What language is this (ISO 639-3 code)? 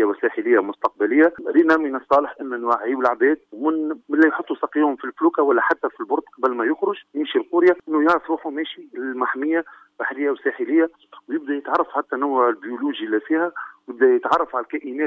aeb